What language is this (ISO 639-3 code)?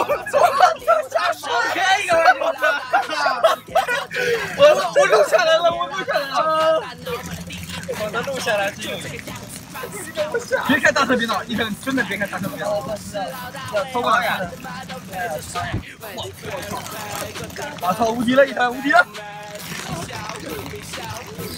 zho